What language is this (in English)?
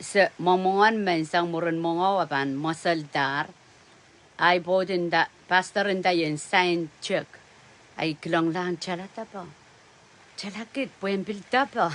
Pohnpeian